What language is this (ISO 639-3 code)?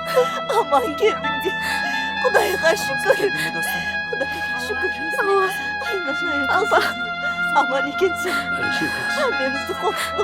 kaa